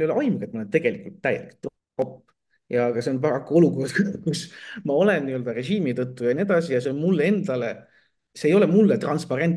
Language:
Estonian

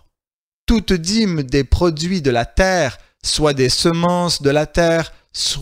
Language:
French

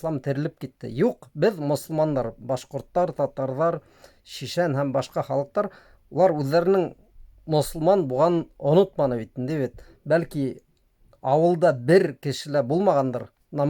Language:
Bashkir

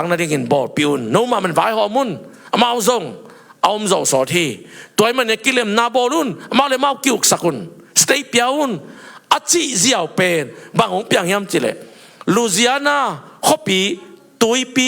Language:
Tedim Chin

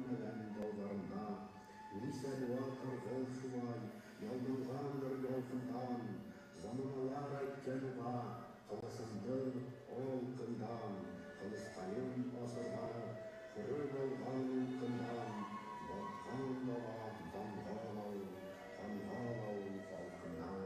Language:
Bashkir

